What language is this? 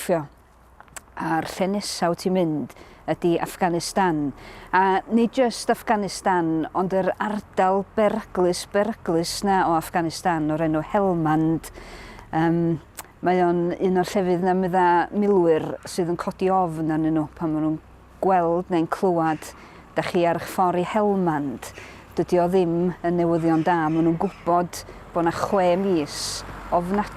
Welsh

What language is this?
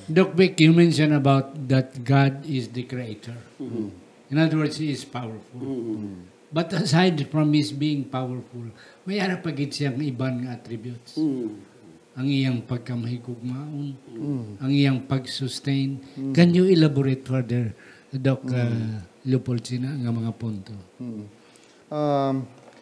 Hiligaynon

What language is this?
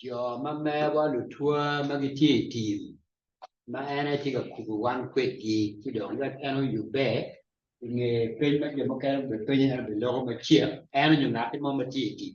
Acoli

